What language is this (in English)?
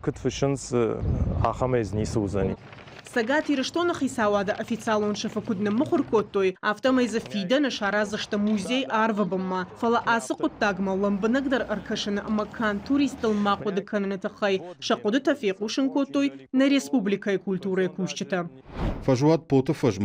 Ossetic